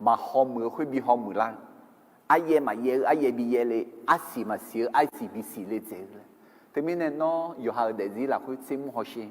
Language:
Akha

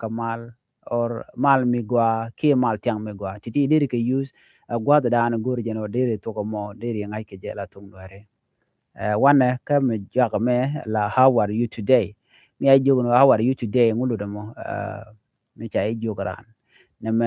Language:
Nuer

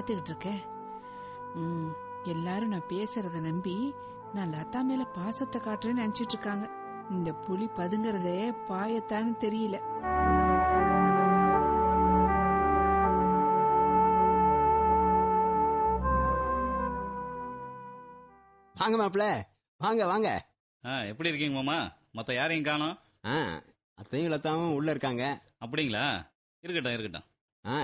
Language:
Tamil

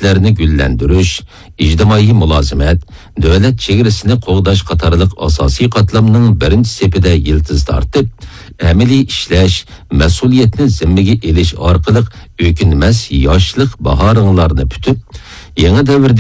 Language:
Uyghur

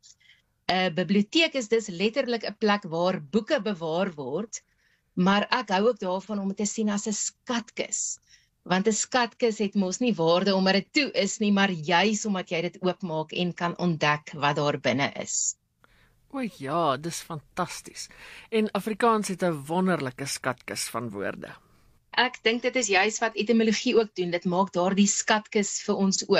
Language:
Afrikaans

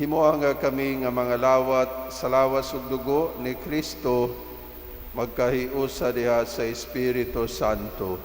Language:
Cebuano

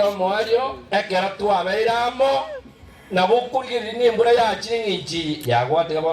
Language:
Gusii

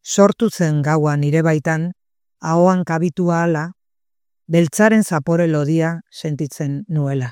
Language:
Basque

